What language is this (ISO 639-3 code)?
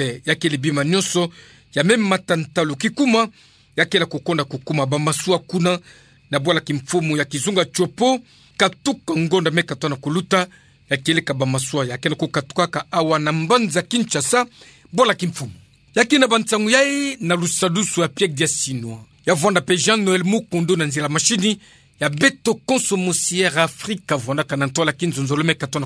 ktu